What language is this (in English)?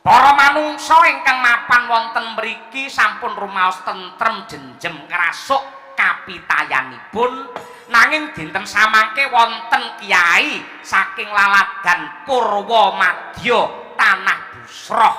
Javanese